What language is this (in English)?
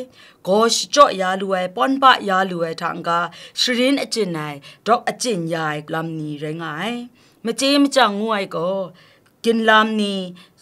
Kachin